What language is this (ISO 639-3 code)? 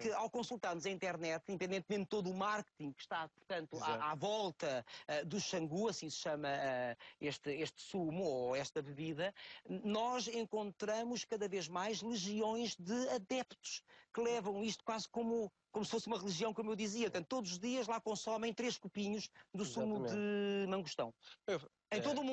por